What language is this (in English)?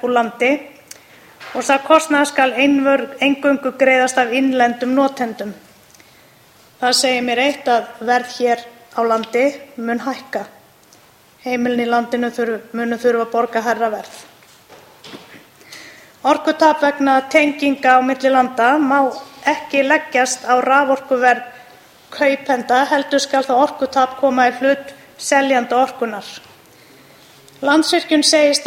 Icelandic